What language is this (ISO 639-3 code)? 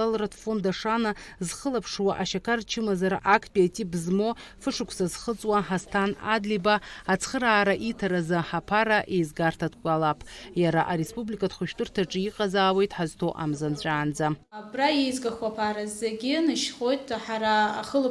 abk